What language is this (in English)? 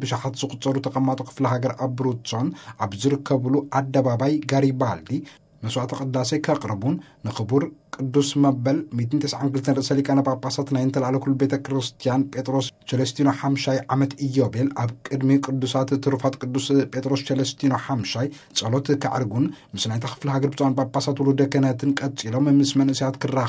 Tigrinya